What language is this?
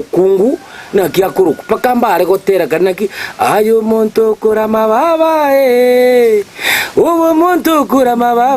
Gusii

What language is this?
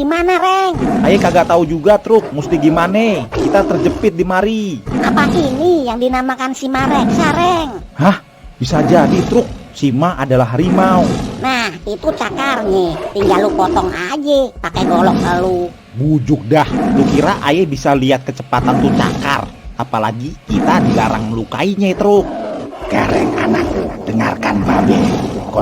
Betawi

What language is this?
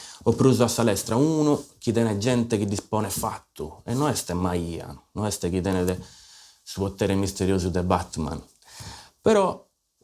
Sardinian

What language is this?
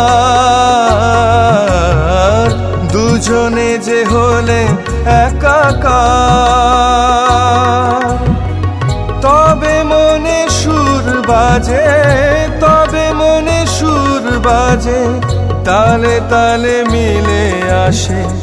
Bangla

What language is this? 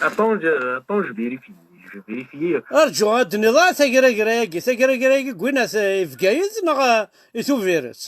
Kabyle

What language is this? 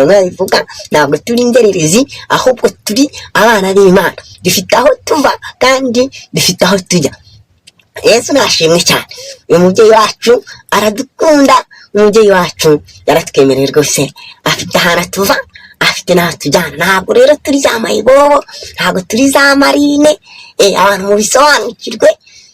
Kinyarwanda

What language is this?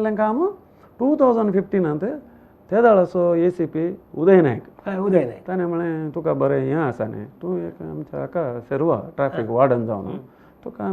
Konkani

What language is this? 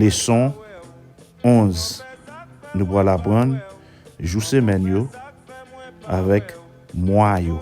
Haitian Creole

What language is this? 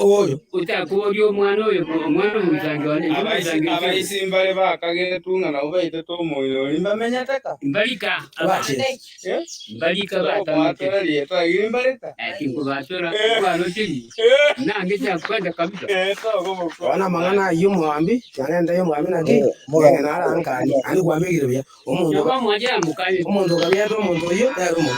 Gusii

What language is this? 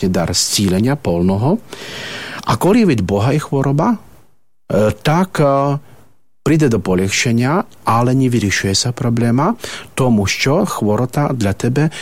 Ukrainian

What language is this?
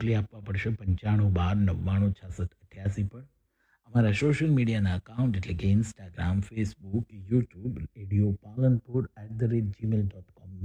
Gujarati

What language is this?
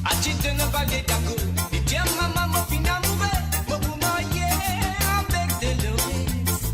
Morisyen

